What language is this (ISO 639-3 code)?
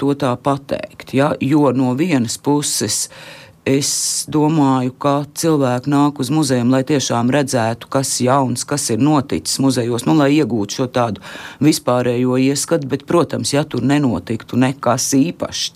lav